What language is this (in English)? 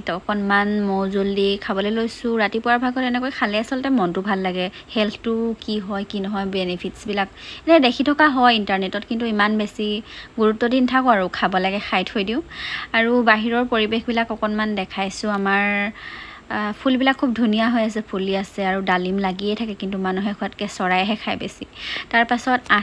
Assamese